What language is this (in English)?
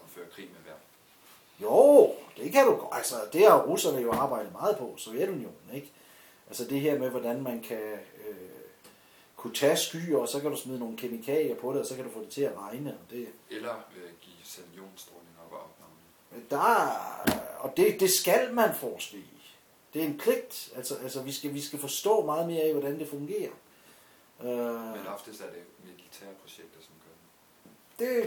Danish